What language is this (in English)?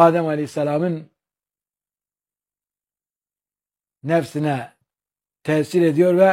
Turkish